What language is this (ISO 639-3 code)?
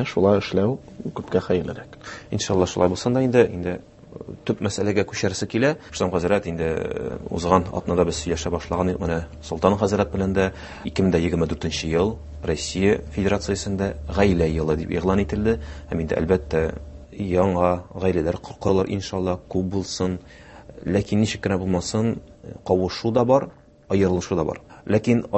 tat